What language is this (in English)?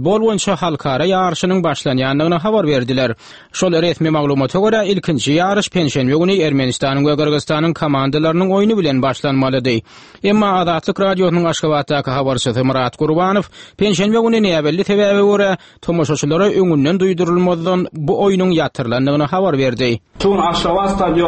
Turkmen